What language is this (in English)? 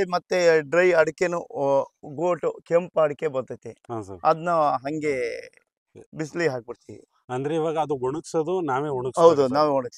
Kannada